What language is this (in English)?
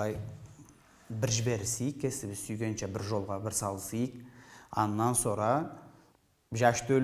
Karachay-Balkar